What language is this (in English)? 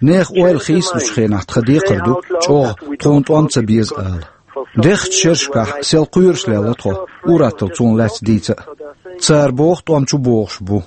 Chechen